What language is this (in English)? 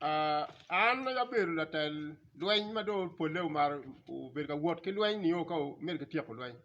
Acoli